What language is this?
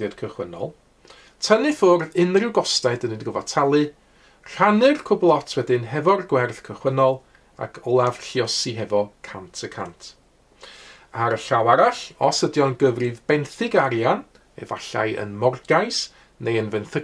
Welsh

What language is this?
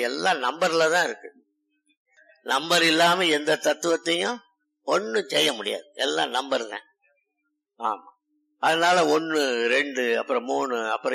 Tamil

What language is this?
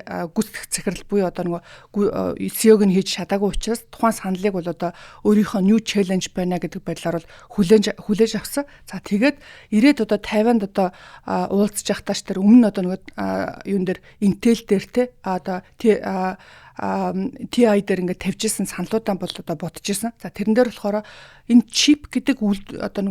Mongolian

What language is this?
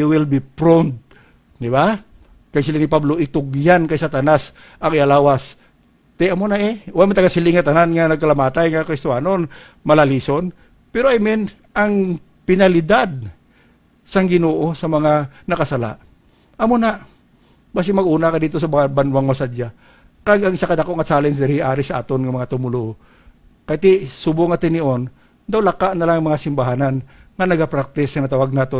Hiligaynon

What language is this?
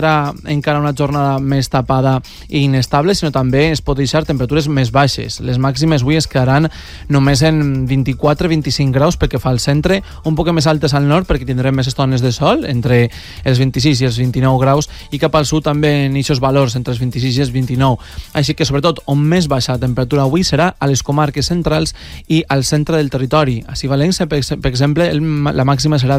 Catalan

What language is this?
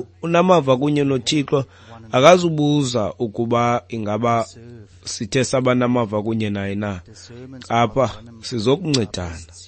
Xhosa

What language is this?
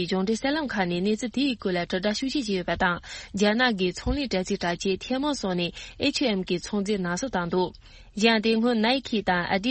Tibetan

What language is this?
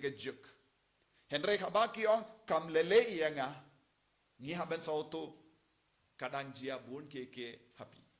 Khasi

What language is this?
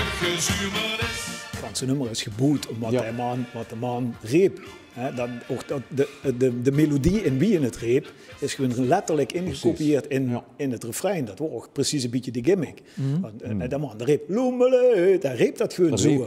Limburgish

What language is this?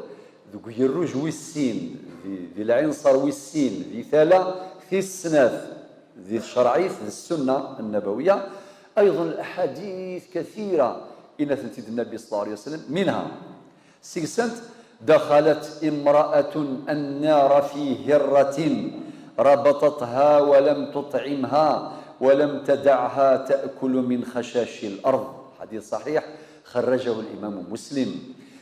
Kabyle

